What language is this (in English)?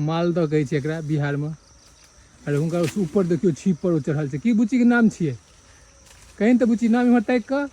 Maithili